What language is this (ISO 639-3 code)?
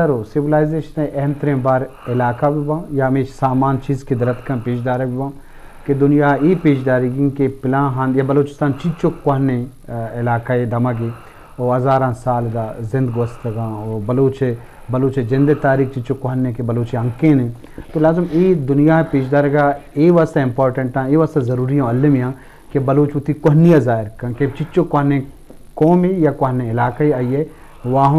bgp